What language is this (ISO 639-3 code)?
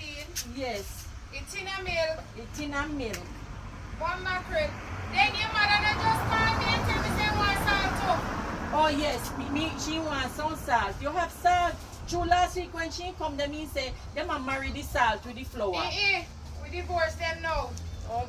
jam